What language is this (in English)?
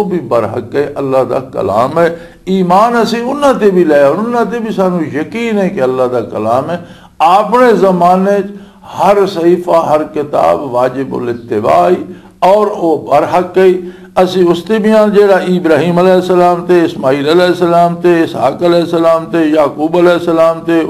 Western Panjabi